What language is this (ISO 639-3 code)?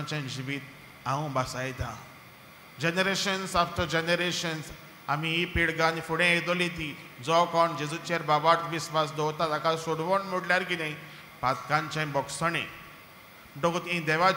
kok